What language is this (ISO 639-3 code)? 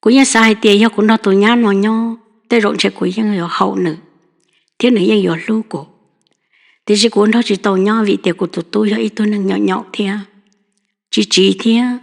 hmn